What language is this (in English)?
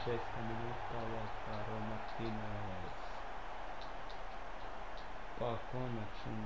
Croatian